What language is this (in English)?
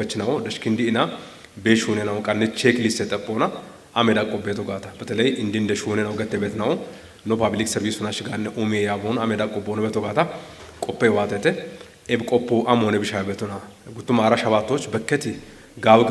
Kafa